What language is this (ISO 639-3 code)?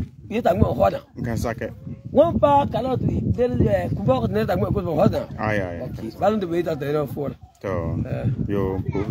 gur